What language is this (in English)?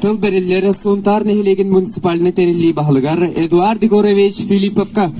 Yakut